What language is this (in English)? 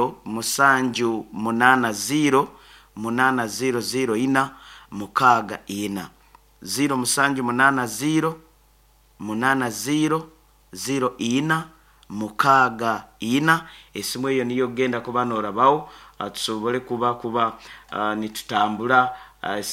Nyankole